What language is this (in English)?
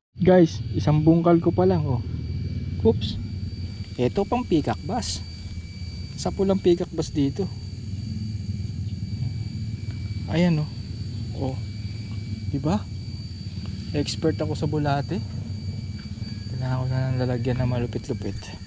Filipino